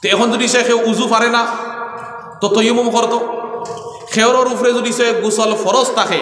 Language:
Sylheti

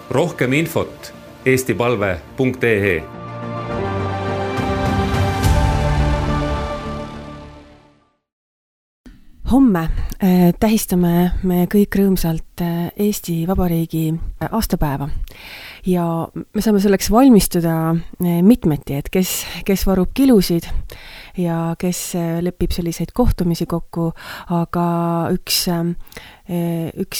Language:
Estonian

